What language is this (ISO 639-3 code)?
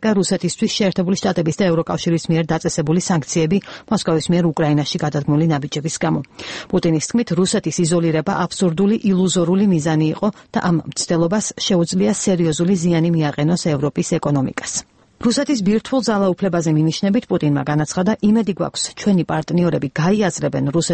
kat